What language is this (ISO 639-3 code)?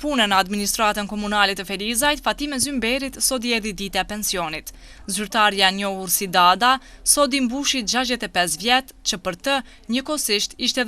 sqi